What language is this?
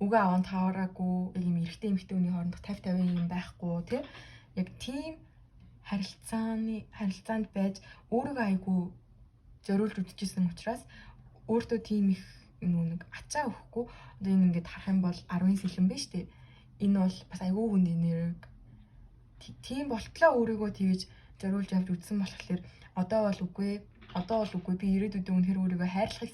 Mongolian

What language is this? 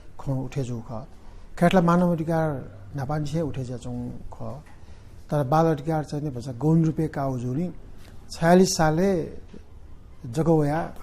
Newari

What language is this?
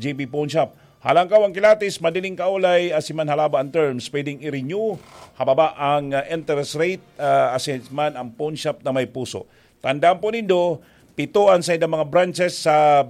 Bikol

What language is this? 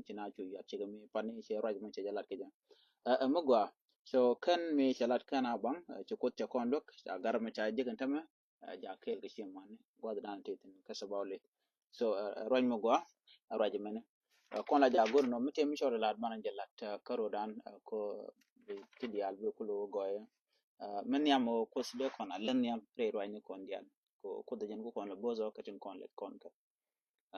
Nuer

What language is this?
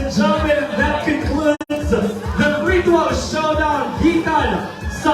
Hiligaynon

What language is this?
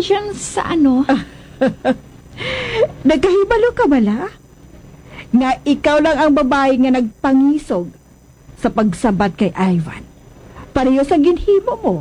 Hiligaynon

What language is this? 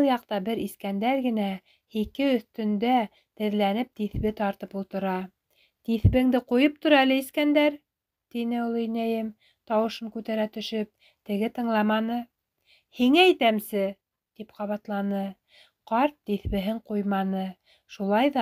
Bashkir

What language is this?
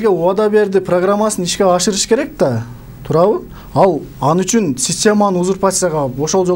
Kyrgyz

